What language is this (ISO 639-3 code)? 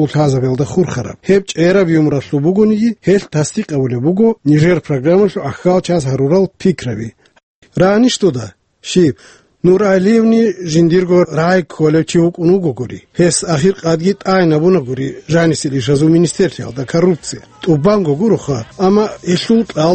ava